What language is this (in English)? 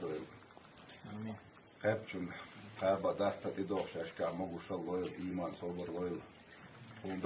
Chechen